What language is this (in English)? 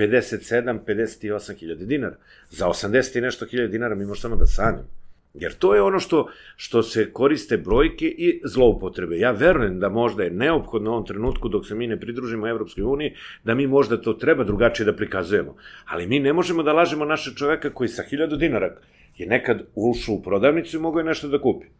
Serbian